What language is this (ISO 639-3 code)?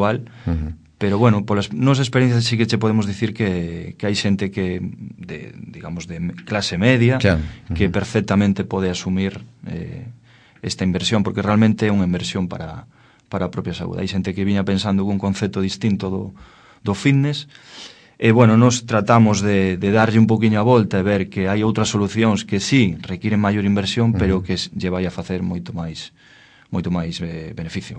glg